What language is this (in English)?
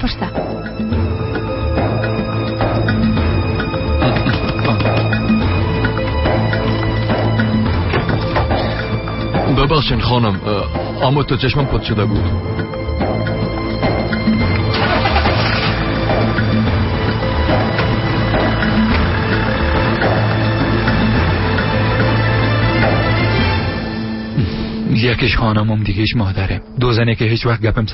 Tajik